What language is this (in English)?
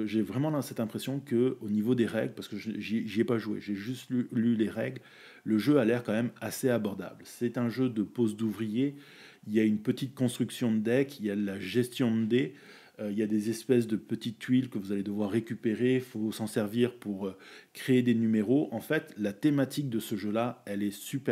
French